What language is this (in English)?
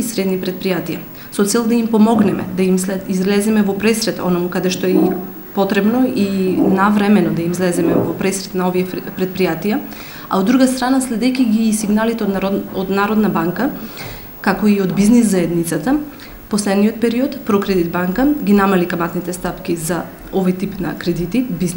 Macedonian